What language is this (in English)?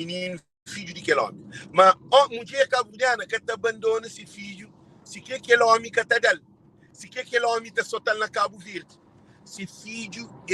Kabuverdianu